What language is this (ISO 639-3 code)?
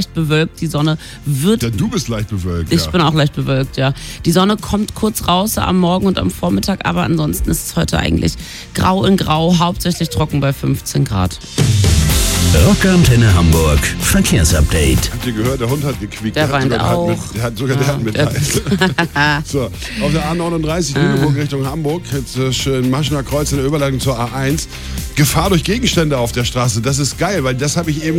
deu